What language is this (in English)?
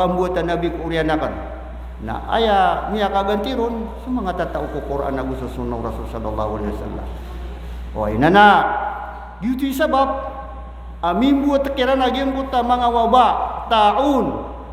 Maranao